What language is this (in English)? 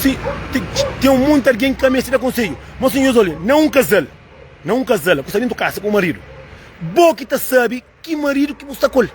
Kabuverdianu